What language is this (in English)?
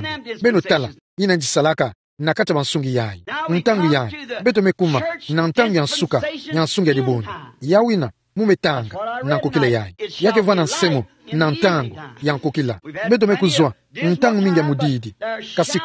Kituba (Democratic Republic of Congo)